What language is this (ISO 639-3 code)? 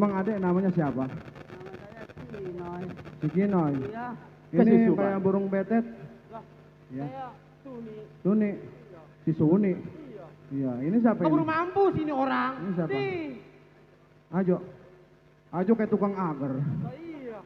bew